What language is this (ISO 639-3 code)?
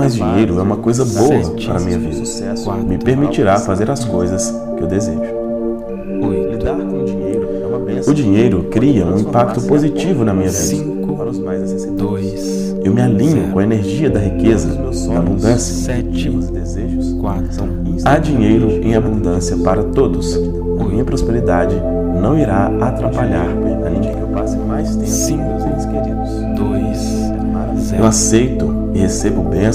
por